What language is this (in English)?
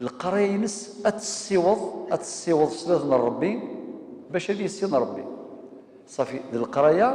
Kabyle